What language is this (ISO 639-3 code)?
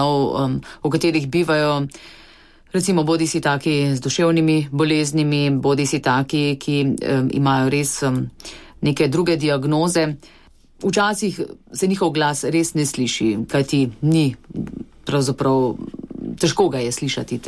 slv